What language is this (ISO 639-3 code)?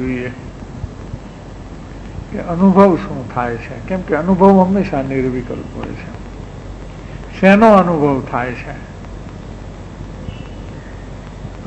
guj